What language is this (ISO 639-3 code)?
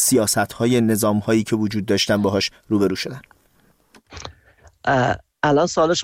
fas